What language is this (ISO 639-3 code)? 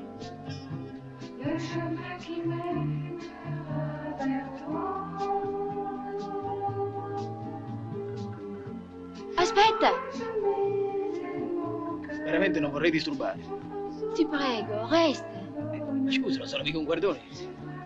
ita